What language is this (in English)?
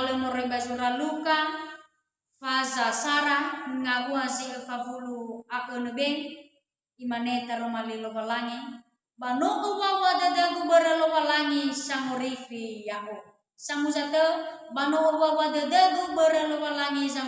Nias